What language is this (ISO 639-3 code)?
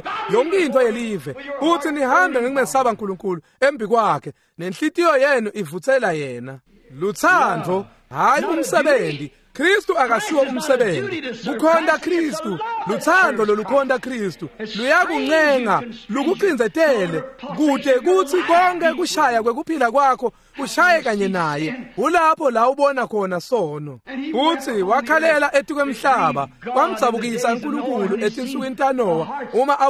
ssw